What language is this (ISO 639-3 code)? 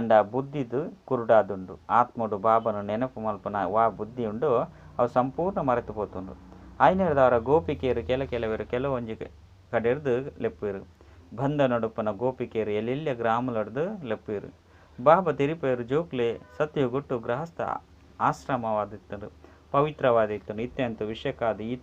tcy